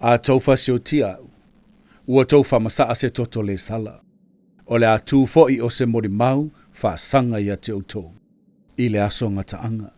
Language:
Samoan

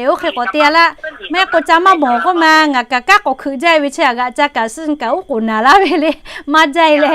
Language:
Lahu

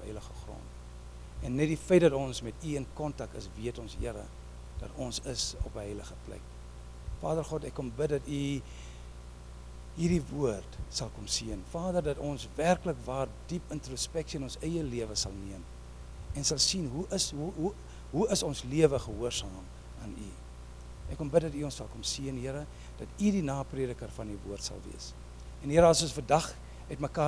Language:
Afrikaans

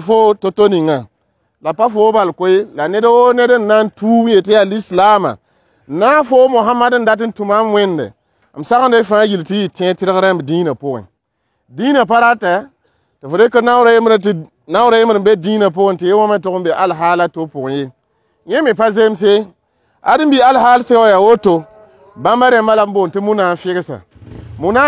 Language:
Mossi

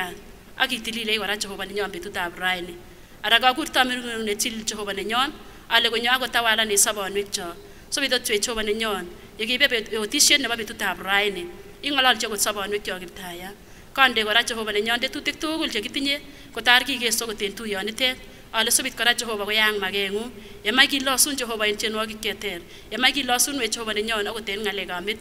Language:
Kipsigis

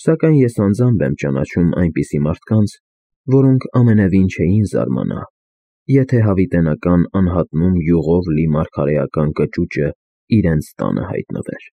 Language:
Armenian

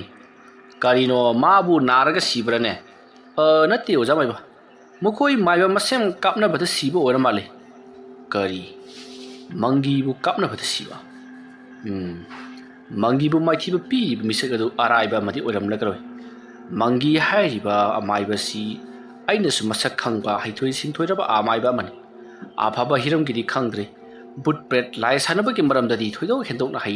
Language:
Manipuri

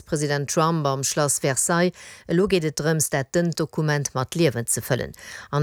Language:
Luxembourgish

